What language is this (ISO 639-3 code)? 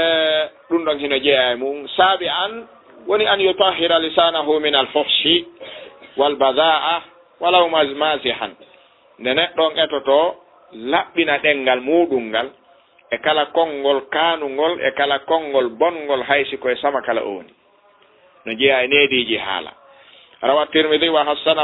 ful